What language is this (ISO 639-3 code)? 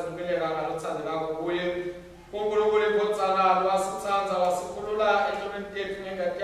ssw